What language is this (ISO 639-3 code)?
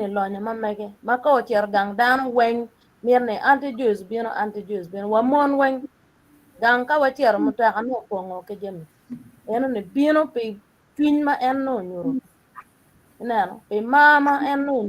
ach